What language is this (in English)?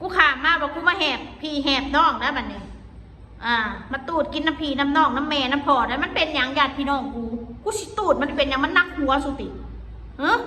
Northeastern Thai